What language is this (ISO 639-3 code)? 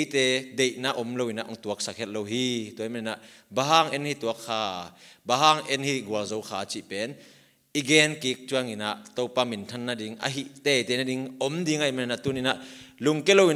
ctd